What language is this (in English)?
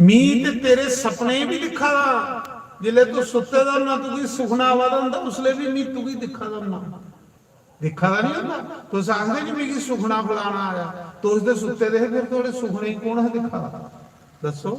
Dogri